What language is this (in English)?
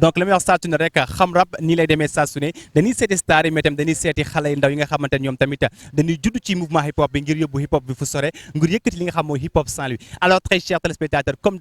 Wolof